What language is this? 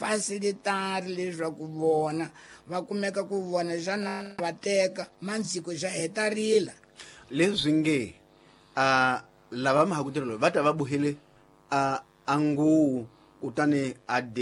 Tsonga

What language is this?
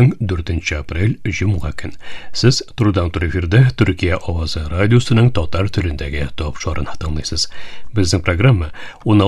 Tatar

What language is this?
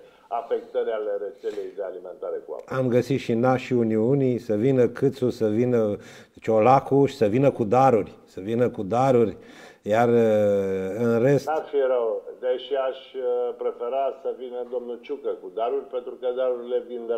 Romanian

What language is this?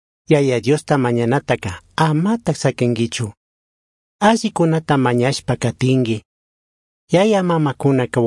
Chimborazo Highland Quichua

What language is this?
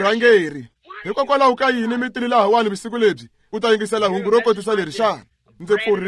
Tsonga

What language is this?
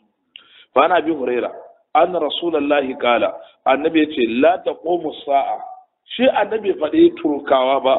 Hausa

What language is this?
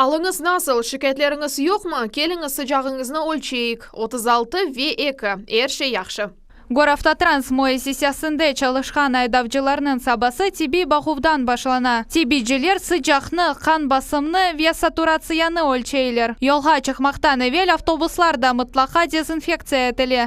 Crimean Tatar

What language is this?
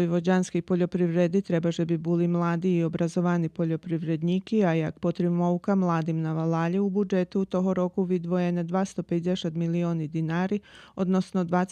Rusyn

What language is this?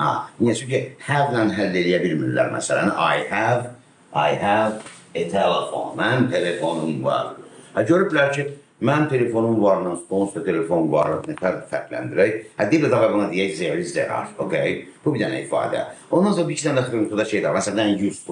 Azerbaijani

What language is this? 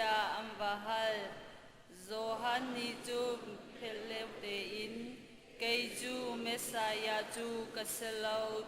Hakha Chin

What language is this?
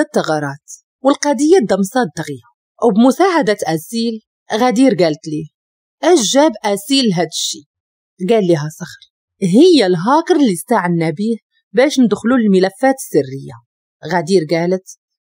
Moroccan Arabic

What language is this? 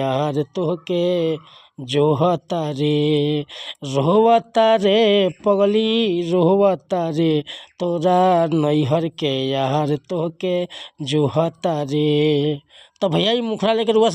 Bhojpuri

